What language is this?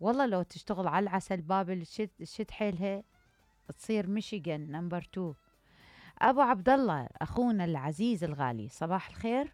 Mesopotamian Arabic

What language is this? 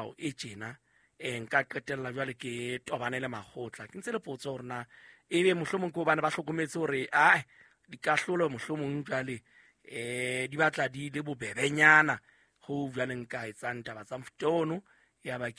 Southern Sotho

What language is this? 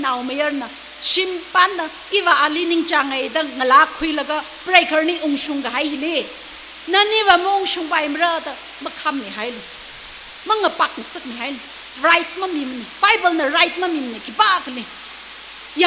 Tangkhul Naga (India)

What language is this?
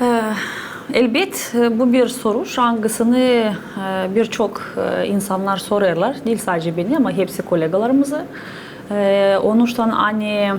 Gagauz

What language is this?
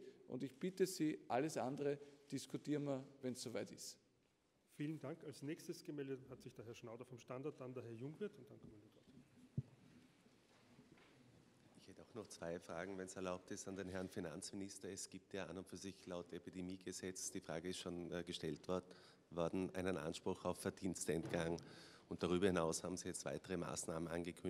German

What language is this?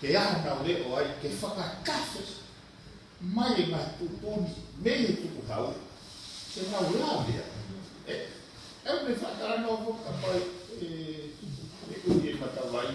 Tongan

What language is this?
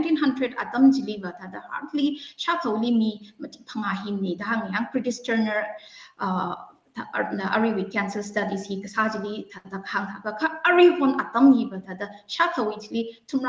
Tangkhul Naga (India)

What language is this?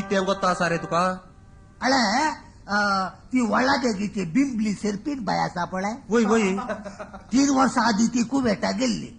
Konkani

